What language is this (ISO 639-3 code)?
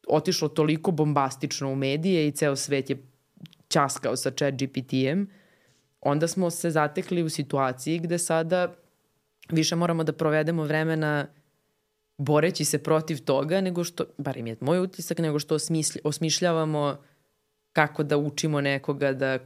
srp